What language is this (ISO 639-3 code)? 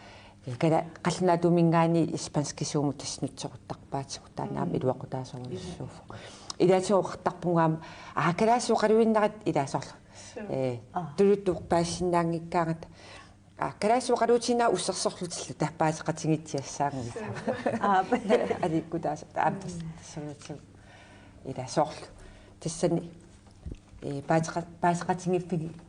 kal